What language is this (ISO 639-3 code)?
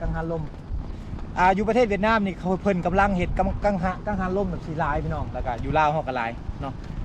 lao